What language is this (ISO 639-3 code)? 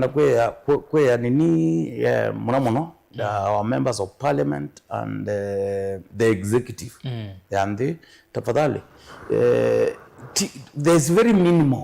kam